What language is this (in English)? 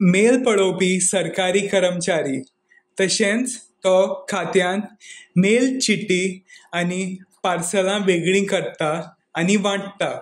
Konkani